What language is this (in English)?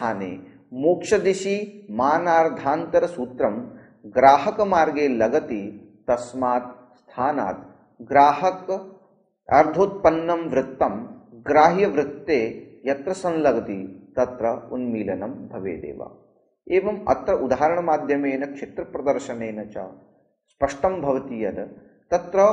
Sanskrit